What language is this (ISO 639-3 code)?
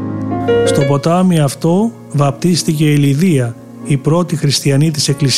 ell